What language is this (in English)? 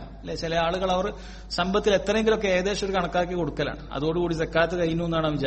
Malayalam